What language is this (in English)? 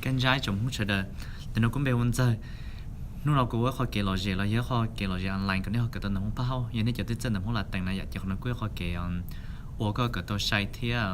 Hmong